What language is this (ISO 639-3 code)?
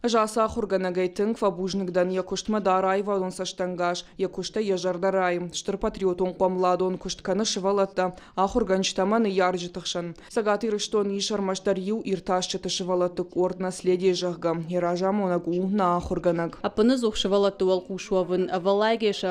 oss